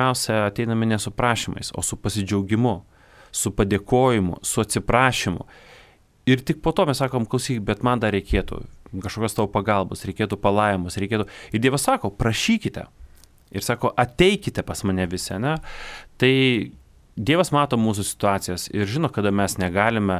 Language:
Lithuanian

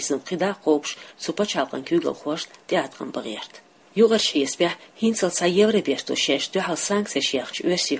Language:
Chechen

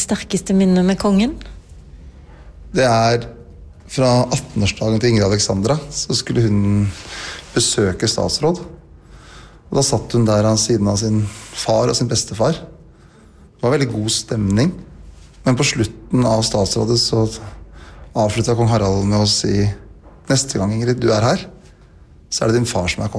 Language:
Norwegian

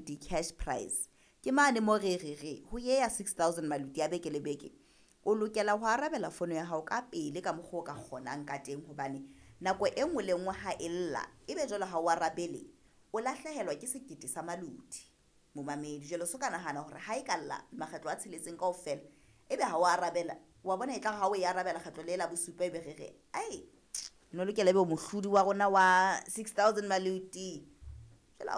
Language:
Southern Sotho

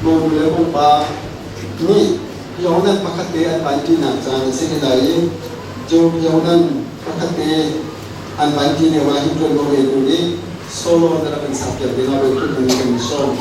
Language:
Hakha Chin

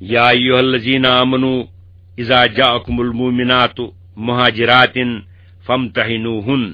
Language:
Kashmiri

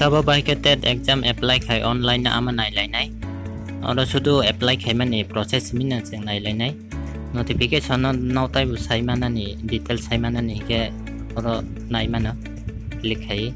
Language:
Kok Borok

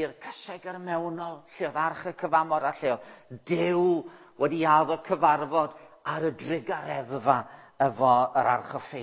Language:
Welsh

